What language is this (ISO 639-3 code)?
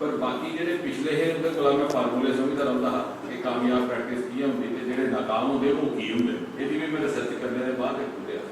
doi